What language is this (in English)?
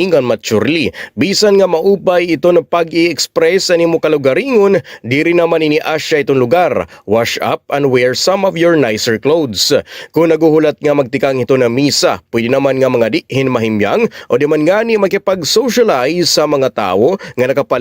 Waray